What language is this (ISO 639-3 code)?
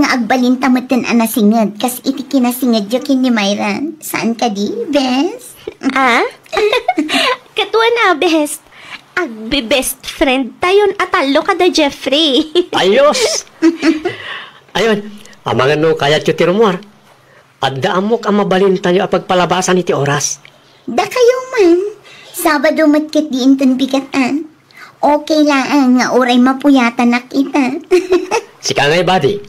ilo